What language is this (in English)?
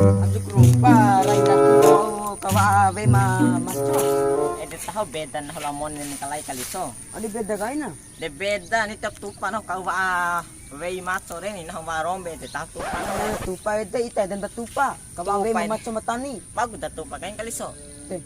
Bima